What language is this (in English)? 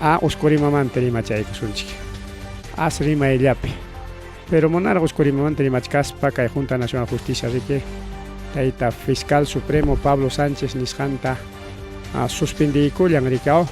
Ayacucho Quechua